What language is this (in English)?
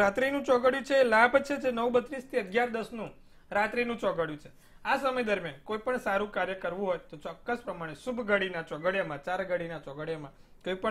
Gujarati